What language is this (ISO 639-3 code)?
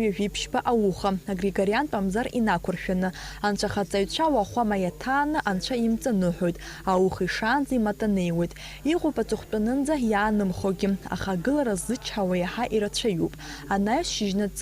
abk